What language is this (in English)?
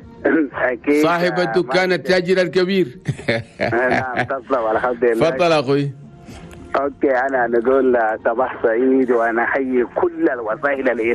Chadian Arabic